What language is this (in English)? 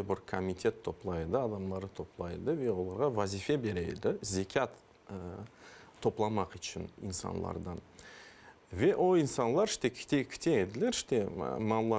Crimean Tatar